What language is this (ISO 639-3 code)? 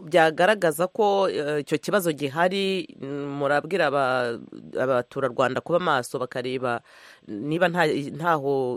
kin